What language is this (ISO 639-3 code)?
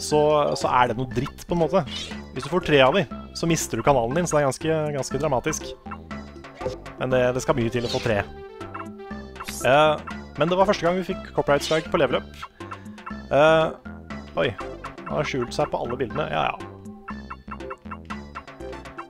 nor